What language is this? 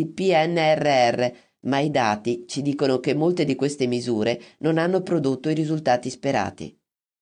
Italian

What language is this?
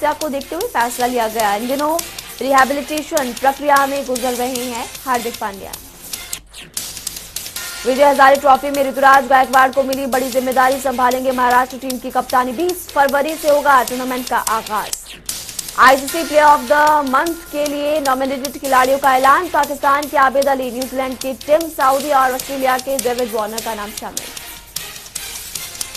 Hindi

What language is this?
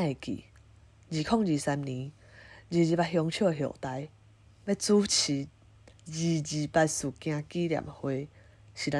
Min Nan Chinese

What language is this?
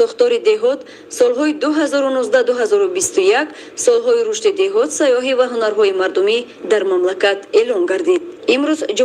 Tajik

